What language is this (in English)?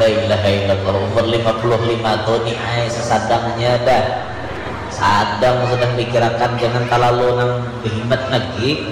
Banjar